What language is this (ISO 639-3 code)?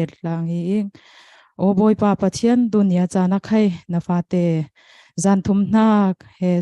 cfm